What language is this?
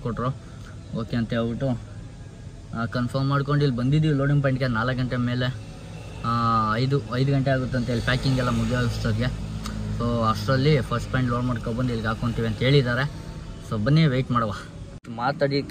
Kannada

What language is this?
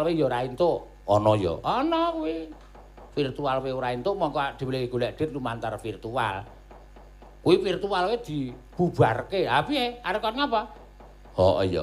Javanese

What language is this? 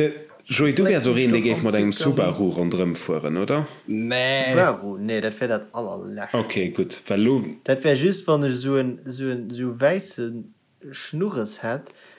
Luxembourgish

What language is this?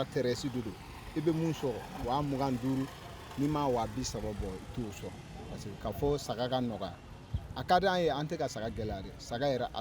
Bambara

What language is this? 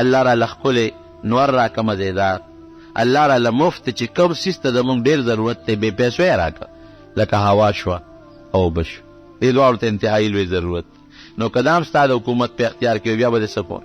Pashto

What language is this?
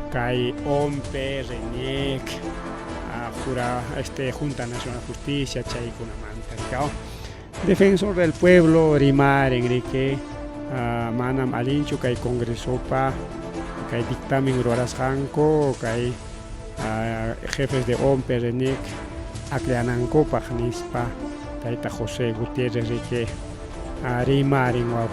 Ayacucho Quechua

